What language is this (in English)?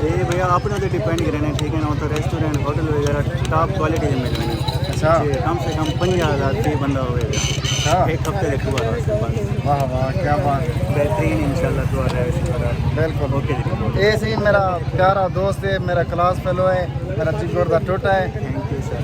Saraiki